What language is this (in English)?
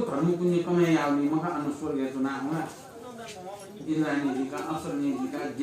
Newari